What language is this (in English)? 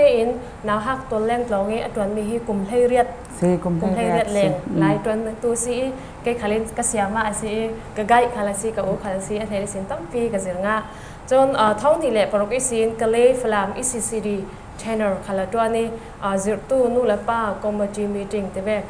Falam Chin